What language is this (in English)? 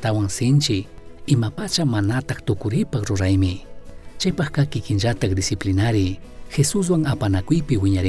Chimborazo Highland Quichua